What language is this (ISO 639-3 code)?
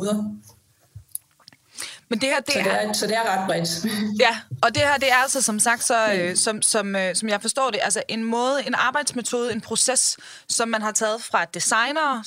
dan